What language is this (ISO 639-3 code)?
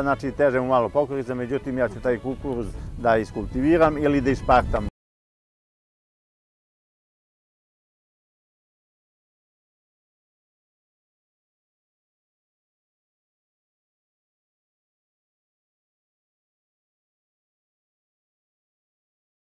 srp